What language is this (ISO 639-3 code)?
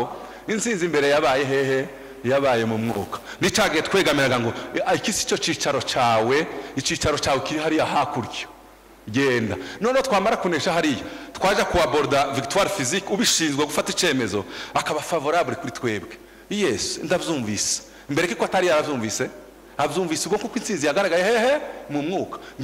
kin